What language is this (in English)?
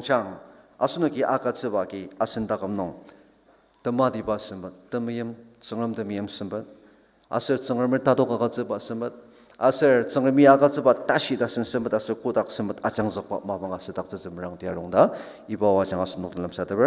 Ao Naga